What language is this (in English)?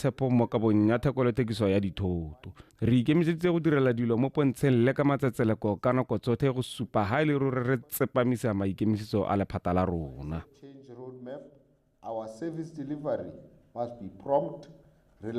Tswana